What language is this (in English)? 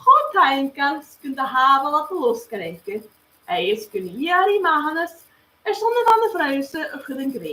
Scottish Gaelic